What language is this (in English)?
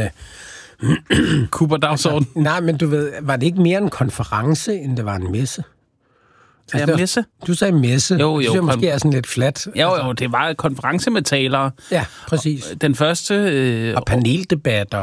Danish